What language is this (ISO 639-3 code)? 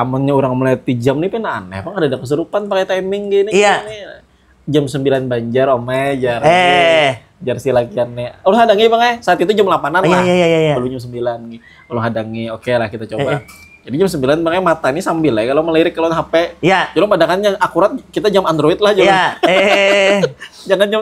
bjn